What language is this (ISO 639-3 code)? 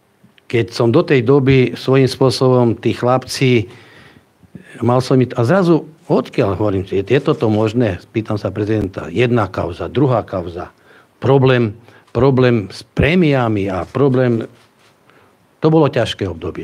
slk